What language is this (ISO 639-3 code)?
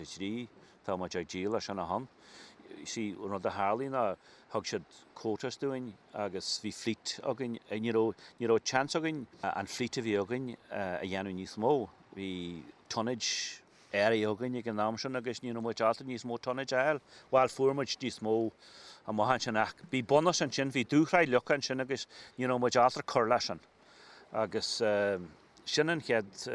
gle